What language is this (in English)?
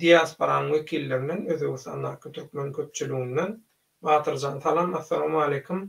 Turkmen